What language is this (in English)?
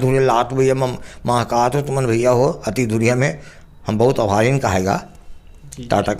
Chhattisgarhi